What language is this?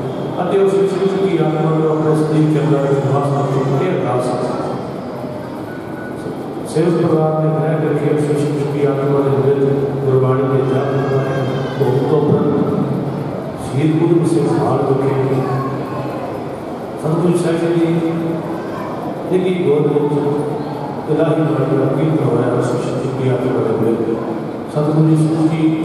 Punjabi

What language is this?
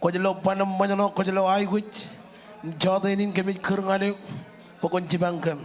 Marshallese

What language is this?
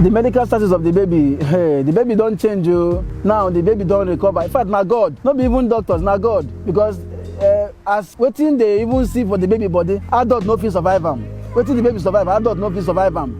Nigerian Pidgin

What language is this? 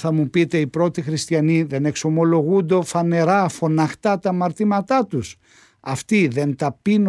Greek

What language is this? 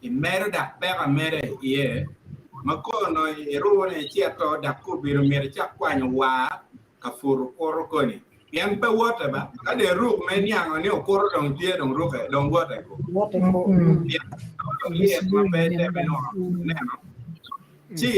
Acoli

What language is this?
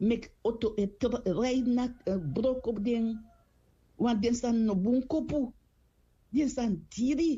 Sranan Tongo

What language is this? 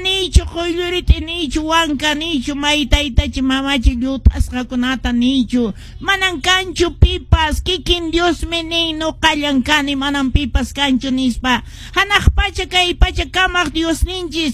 Quechua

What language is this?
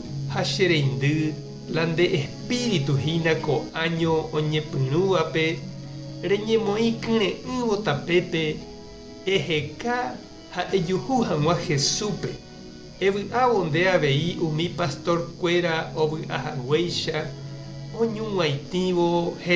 Guarani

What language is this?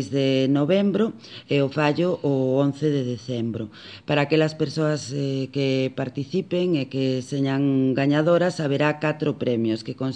Galician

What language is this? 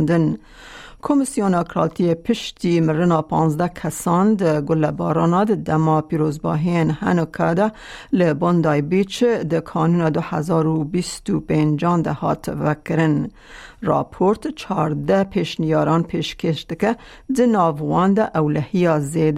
Kurdish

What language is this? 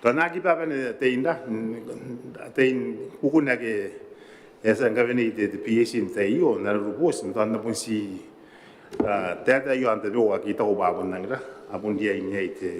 Gilbertese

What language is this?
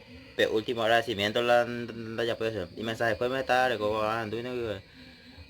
Guarani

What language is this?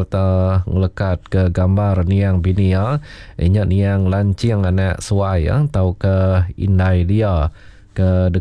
Iban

